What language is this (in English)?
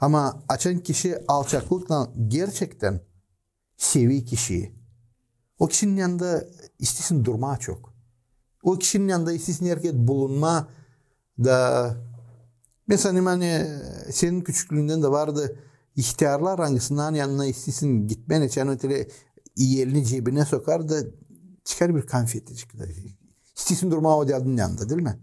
Gagauz